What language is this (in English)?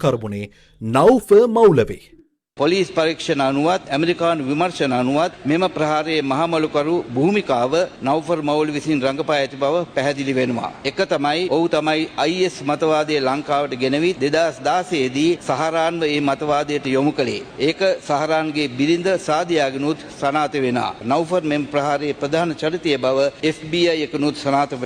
Sinhala